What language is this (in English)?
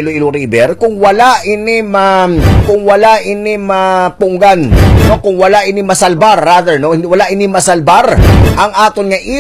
Hiligaynon